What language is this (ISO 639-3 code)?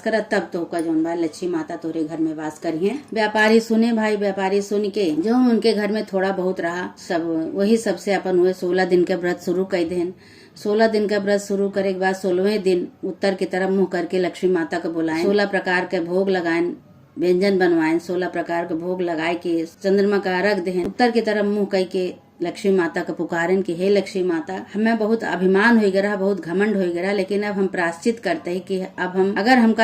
awa